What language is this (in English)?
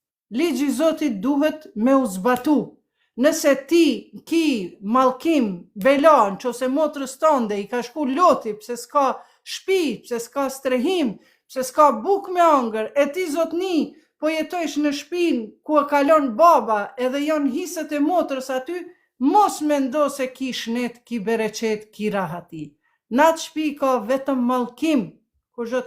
Albanian